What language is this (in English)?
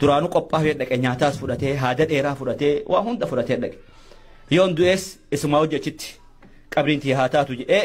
Oromo